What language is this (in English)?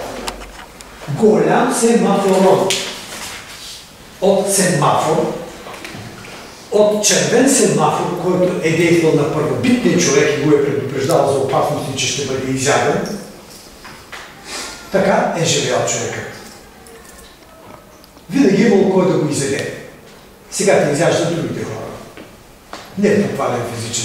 Bulgarian